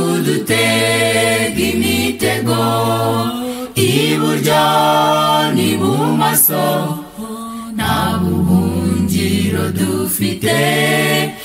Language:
Kinyarwanda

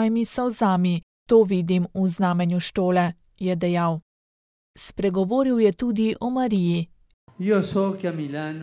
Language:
Slovenian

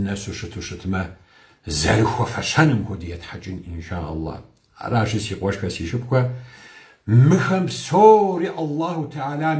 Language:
Kabardian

